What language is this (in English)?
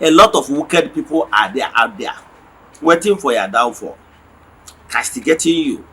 Igbo